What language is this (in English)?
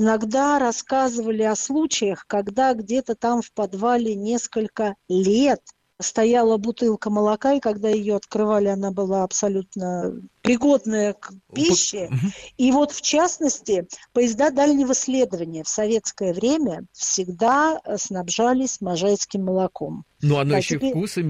Russian